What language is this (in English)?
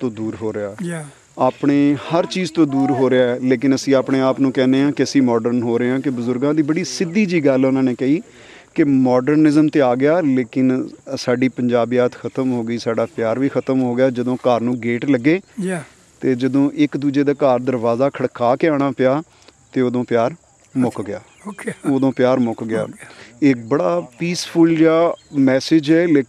Punjabi